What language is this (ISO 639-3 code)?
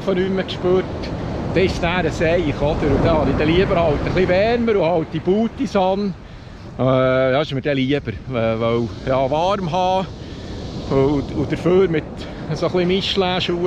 gsw